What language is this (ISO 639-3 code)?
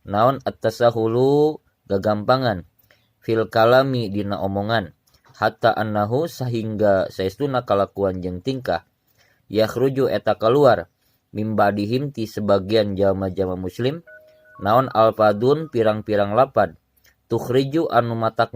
sun